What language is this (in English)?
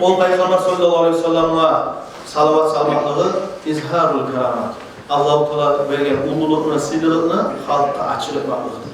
Kumyk